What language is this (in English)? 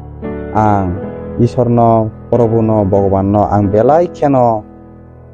Kok Borok